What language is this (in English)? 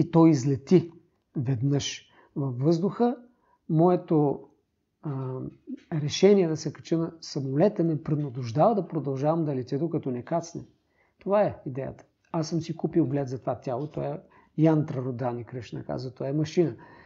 Bulgarian